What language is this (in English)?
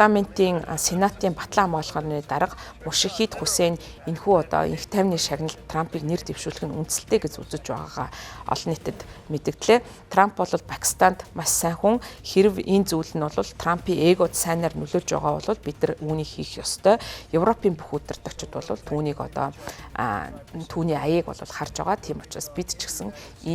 Mongolian